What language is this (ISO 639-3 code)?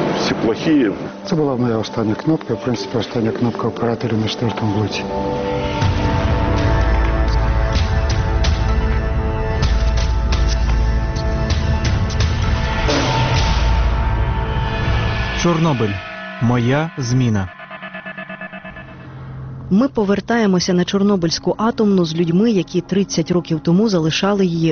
ukr